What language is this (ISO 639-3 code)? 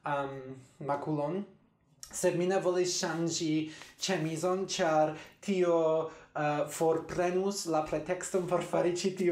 epo